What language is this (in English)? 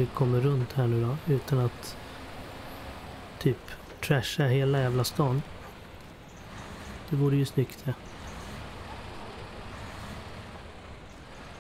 Swedish